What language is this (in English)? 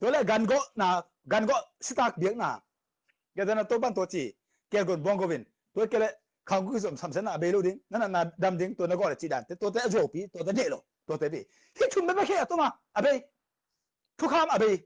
Tedim Chin